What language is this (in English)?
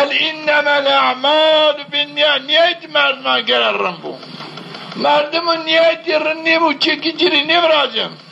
Zaza